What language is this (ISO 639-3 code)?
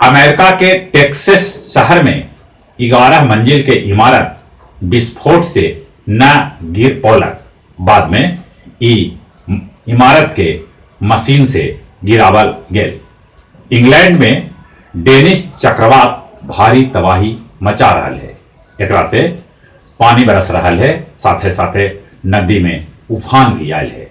mag